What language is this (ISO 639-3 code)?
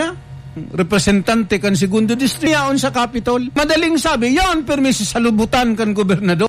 bik